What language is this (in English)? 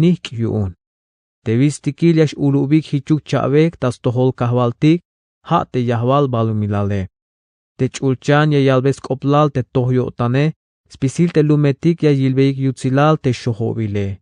Tzeltal